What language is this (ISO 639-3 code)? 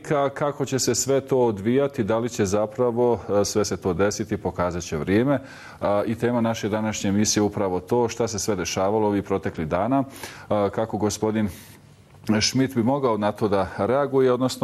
bos